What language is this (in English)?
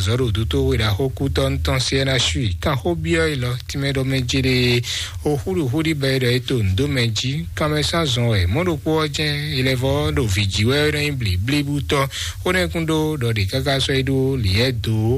Fon